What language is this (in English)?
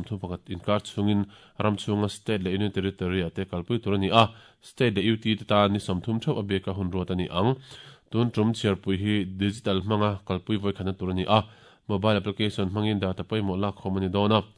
Mizo